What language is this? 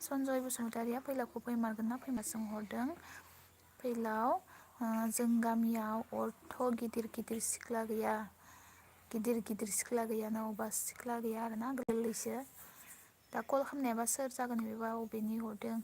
Bodo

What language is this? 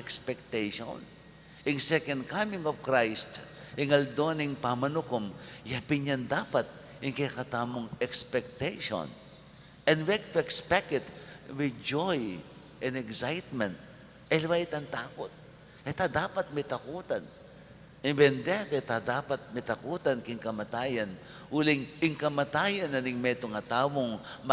Pampanga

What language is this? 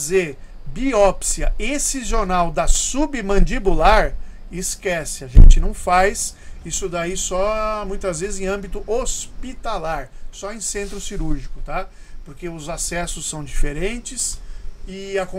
Portuguese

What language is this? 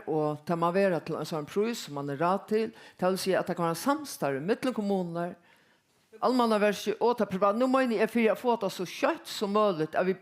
Faroese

